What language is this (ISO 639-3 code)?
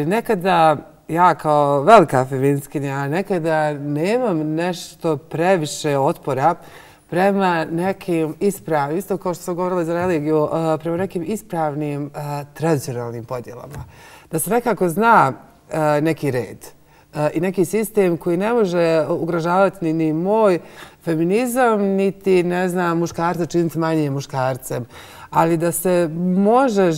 bos